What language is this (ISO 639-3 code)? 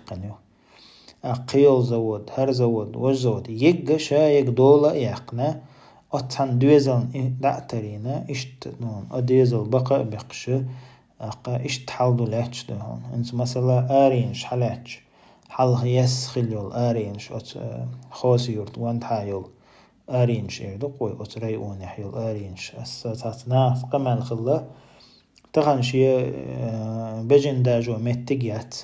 che